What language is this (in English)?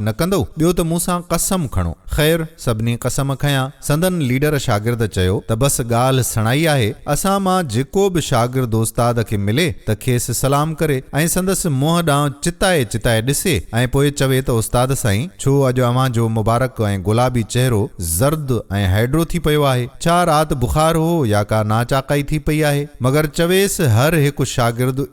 Sindhi